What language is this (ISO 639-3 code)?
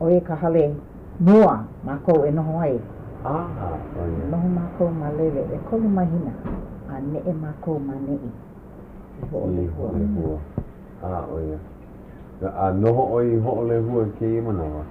haw